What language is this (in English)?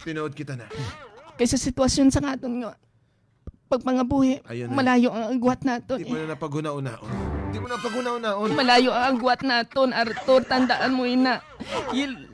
Hiligaynon